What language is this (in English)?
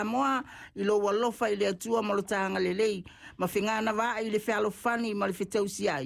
Samoan